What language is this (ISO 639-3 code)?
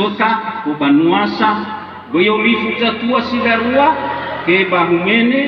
nia